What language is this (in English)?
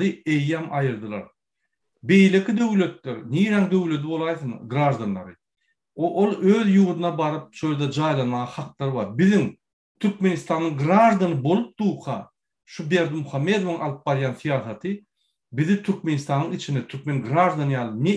Turkmen